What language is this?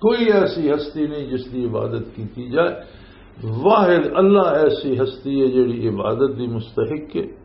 Western Panjabi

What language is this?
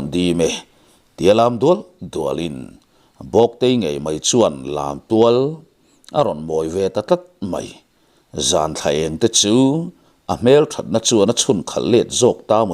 Mizo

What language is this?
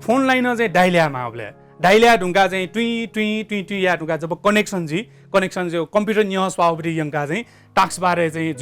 Newari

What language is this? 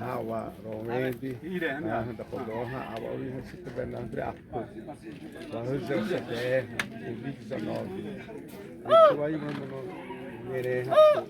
Xavánte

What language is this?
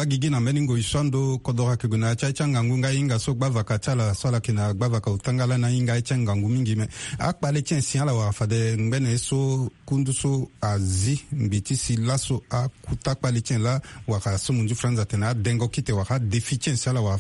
Sango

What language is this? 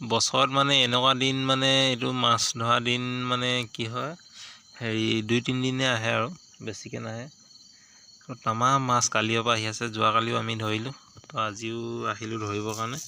Assamese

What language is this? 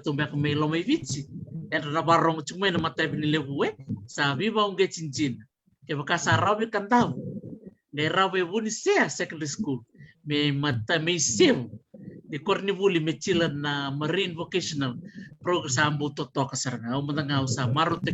Fijian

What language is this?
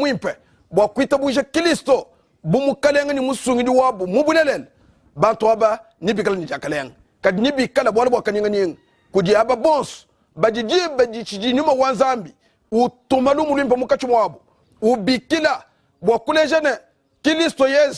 Luba-Lulua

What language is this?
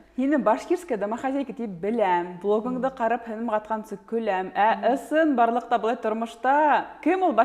Bashkir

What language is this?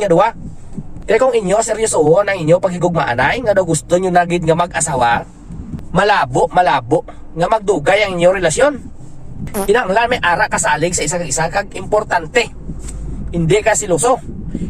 Hiligaynon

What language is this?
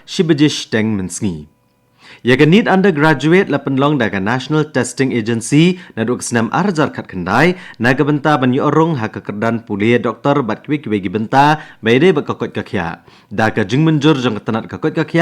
Khasi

